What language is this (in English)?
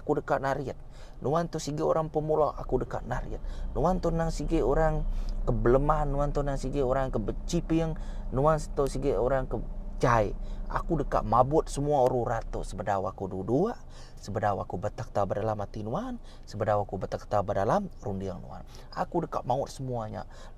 Iban